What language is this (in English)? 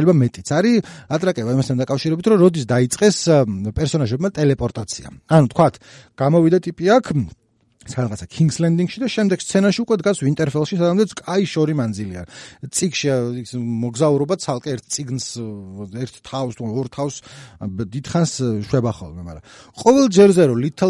Georgian